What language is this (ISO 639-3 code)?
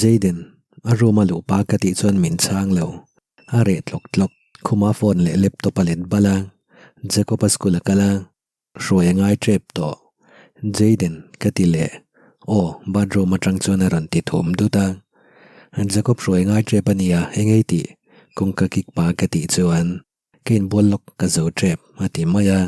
lus